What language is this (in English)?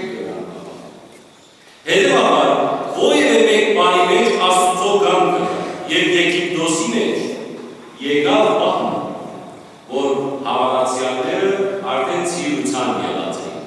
Western Armenian